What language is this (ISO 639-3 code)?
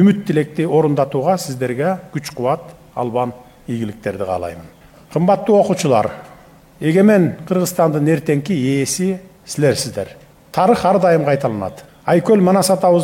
kir